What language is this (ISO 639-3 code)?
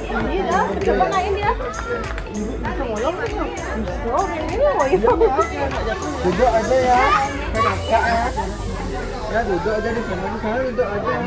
ind